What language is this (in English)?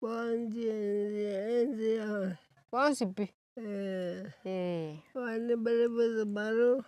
Gusii